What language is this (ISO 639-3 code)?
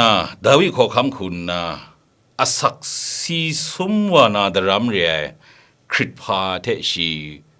kac